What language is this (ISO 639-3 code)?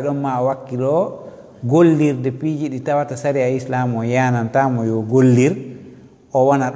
ful